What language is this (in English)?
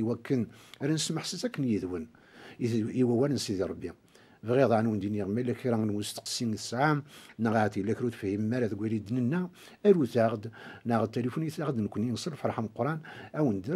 Kabyle